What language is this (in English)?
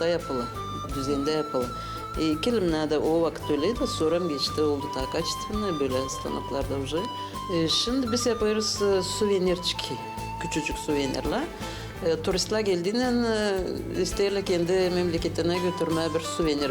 Gagauz